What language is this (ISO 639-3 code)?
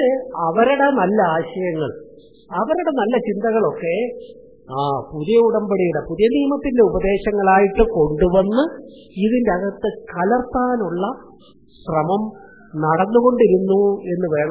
mal